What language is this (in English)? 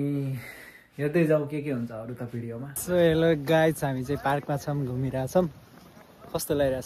Nepali